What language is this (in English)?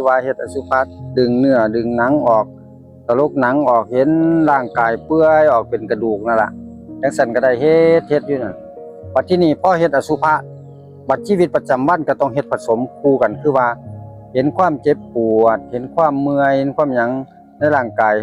Northeastern Thai